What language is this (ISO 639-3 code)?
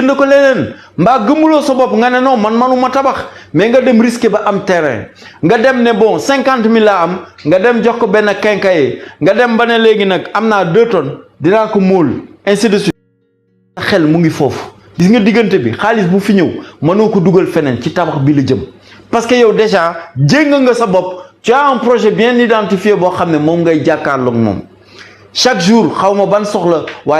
wol